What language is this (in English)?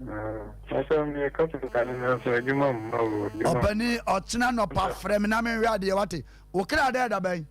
Akan